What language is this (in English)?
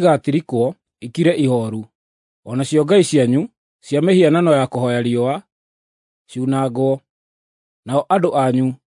Kikuyu